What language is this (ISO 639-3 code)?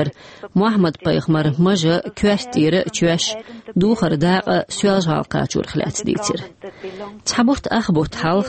che